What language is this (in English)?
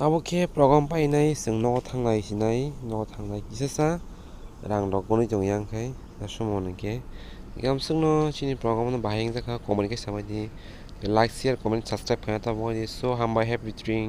Kok Borok